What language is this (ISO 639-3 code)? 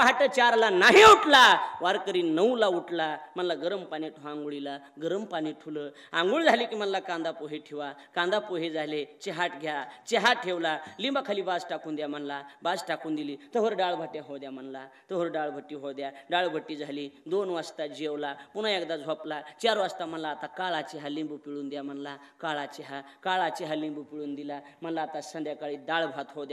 mar